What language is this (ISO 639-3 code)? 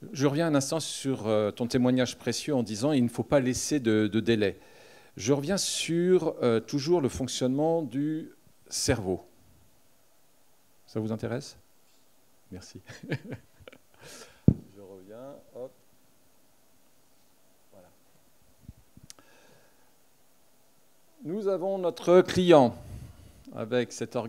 fra